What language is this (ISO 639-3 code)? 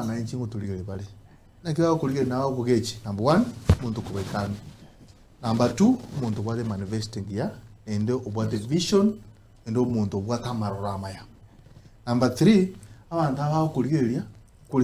guz